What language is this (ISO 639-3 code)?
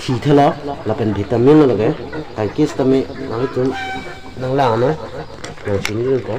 mjw